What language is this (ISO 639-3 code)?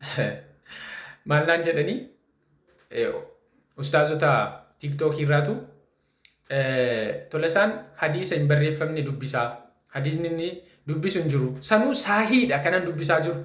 orm